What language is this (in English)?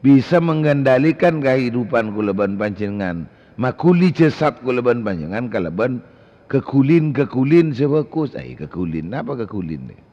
Madurese